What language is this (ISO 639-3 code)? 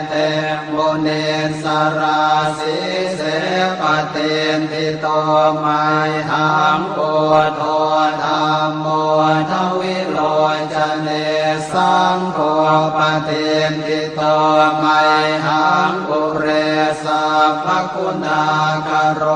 pli